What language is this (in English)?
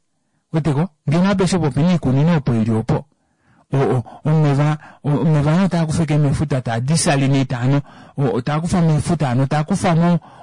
Kuanyama